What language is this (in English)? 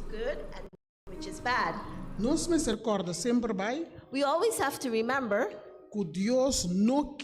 Papiamento